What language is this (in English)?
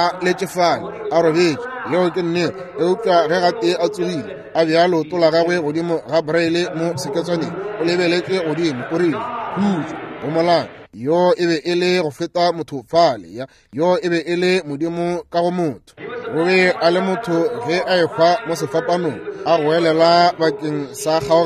Northern Sotho